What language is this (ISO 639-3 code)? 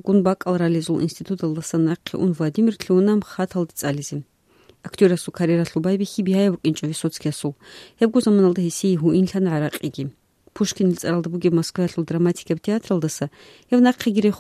ava